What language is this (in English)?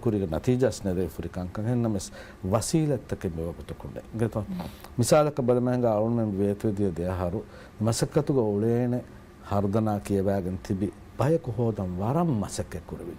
Divehi